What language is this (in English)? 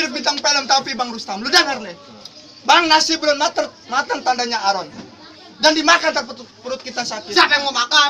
Betawi